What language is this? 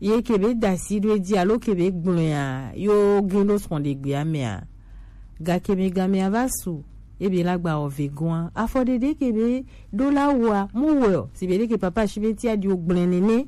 Gen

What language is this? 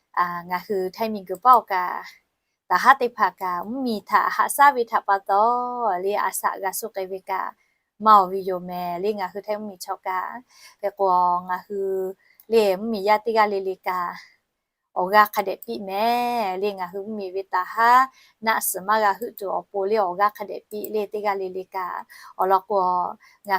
Lahu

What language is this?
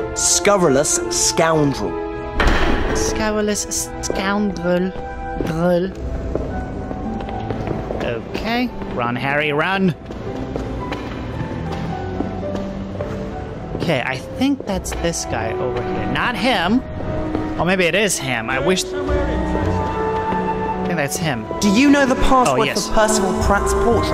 English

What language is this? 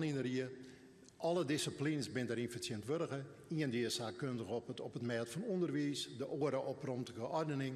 Western Frisian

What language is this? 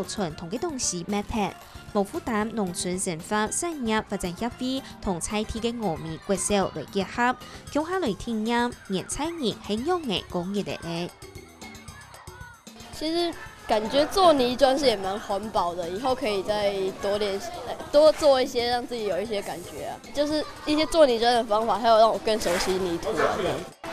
Hakka Chinese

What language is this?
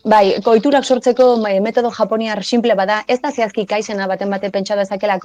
Basque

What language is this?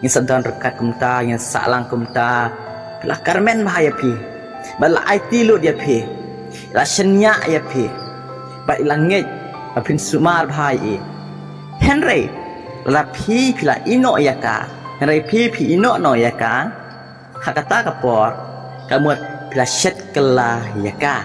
Khasi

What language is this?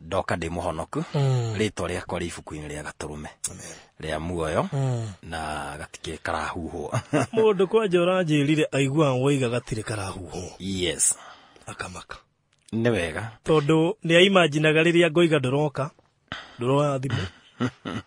Kikuyu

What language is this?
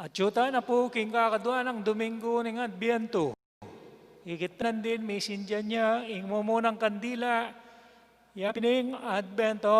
Pampanga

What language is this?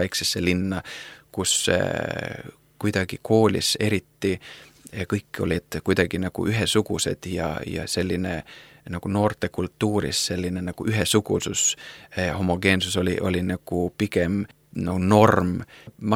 Estonian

